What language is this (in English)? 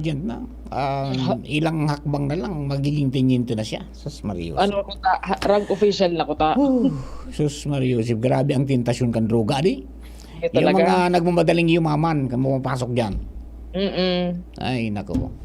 Bikol